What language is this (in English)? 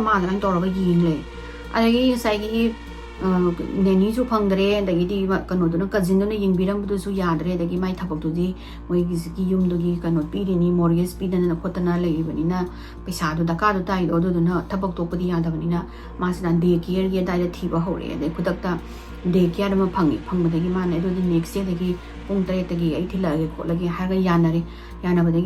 Manipuri